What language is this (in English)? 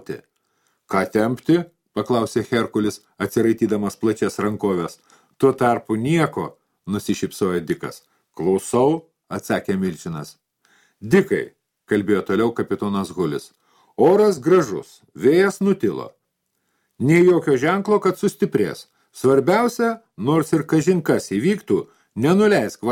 Lithuanian